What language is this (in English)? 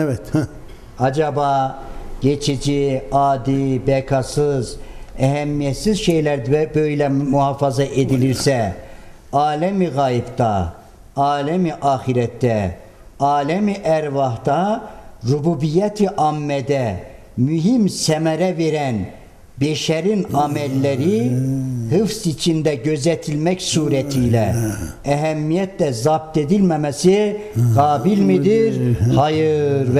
Turkish